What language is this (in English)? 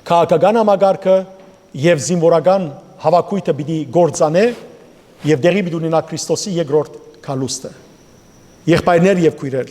Western Armenian